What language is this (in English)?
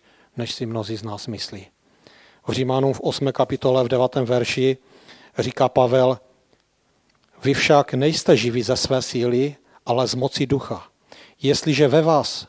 Czech